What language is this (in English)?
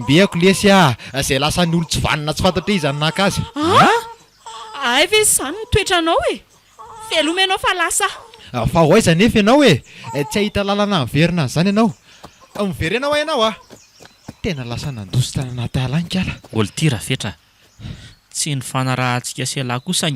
Malagasy